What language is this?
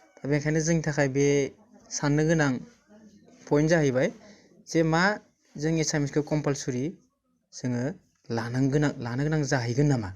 Bodo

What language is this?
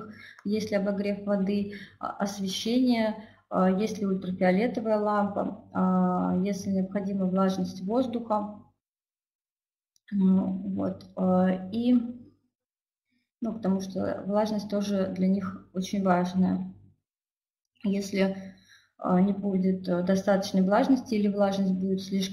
Russian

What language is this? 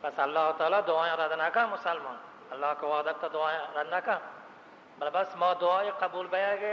Baluchi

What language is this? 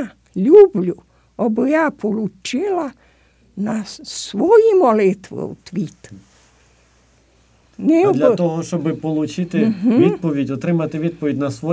Ukrainian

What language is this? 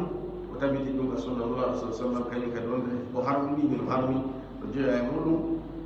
Fula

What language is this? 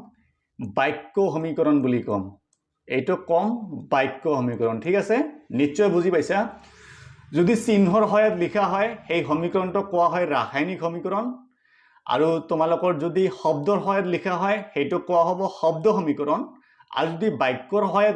Assamese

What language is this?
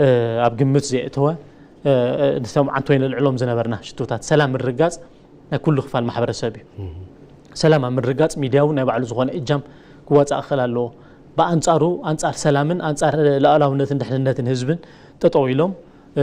Tigrinya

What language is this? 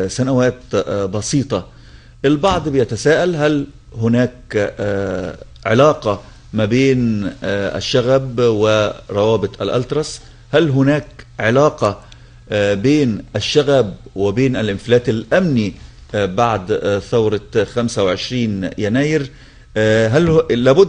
Egyptian Arabic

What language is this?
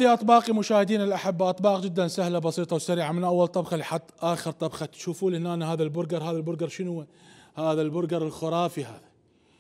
Mesopotamian Arabic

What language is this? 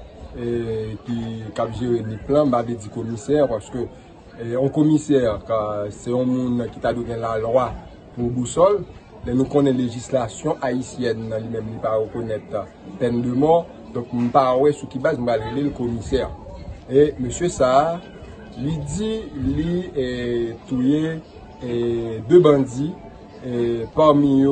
Haitian Creole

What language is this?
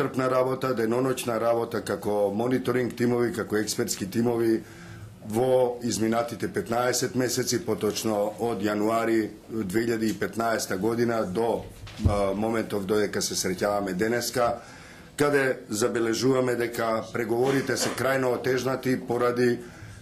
Macedonian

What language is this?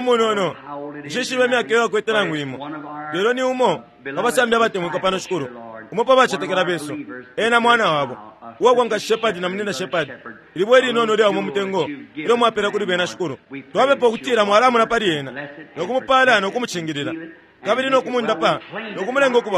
Bemba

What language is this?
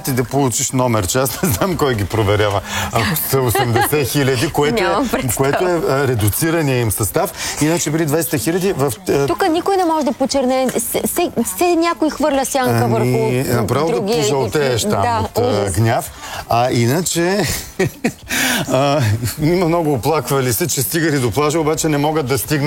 Bulgarian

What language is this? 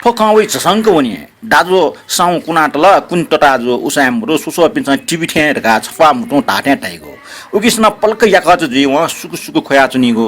Newari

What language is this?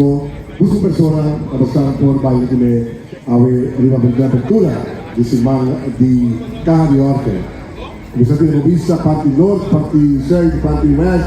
Papiamento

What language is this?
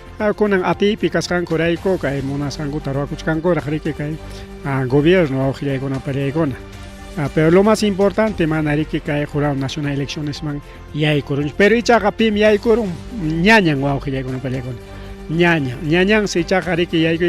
Ayacucho Quechua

